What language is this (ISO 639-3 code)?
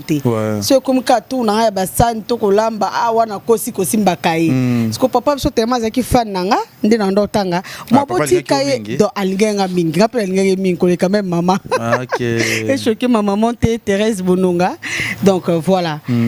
lin